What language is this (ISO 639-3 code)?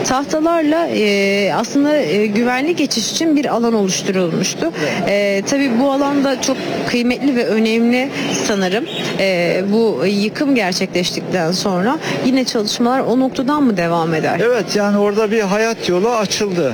tur